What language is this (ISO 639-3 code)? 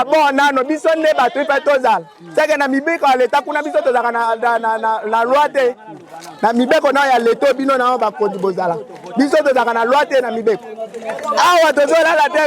lin